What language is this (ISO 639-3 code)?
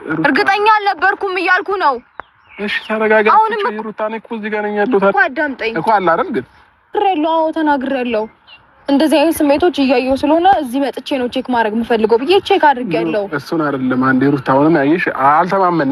amh